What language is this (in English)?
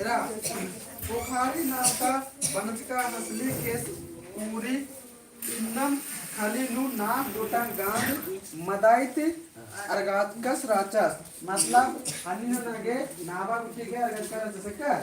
Kurukh